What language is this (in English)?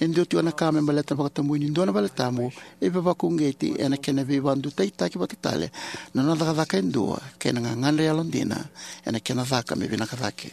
Fijian